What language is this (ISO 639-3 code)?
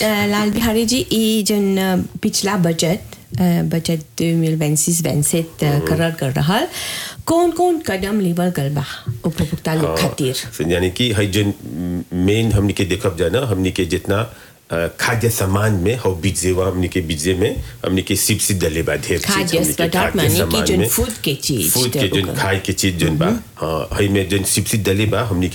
bho